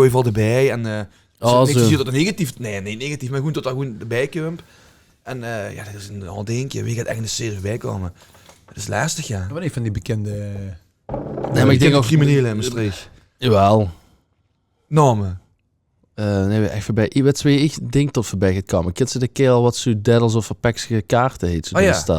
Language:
Limburgish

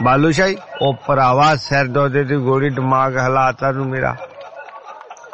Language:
Punjabi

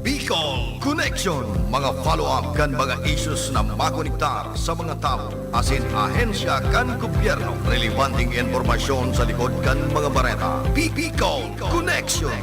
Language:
Bikol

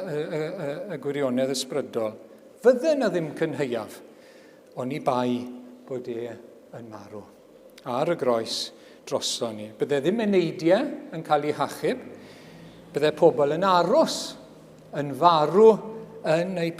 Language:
Welsh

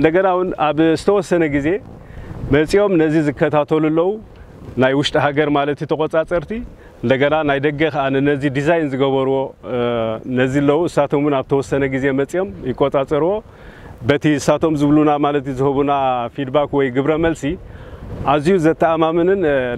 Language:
Tigrinya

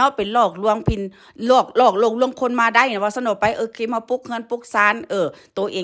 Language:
Northeastern Thai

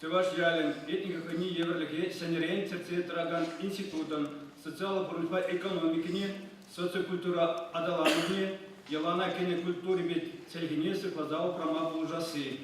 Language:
Chuvash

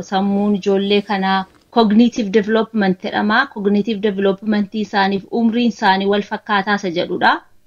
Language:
Oromo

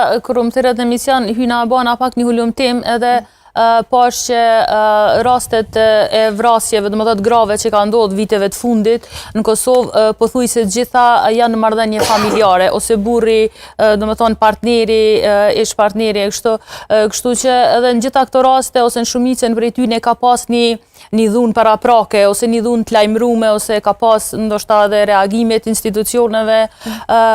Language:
Albanian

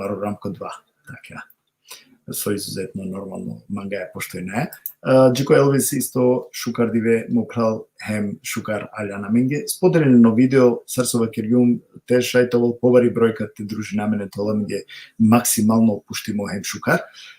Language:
Balkan Romani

